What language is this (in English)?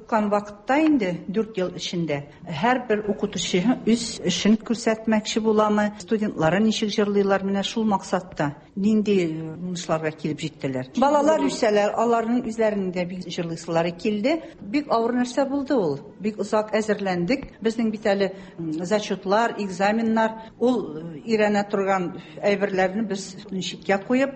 Tatar